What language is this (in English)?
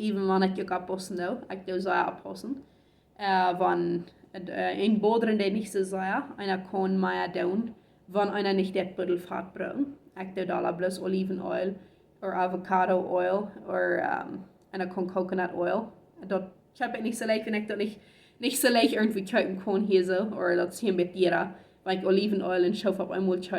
Plautdietsch